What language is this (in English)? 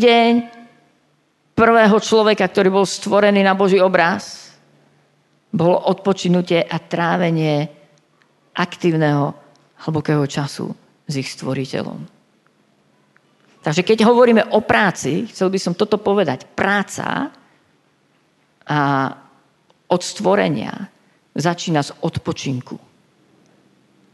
Slovak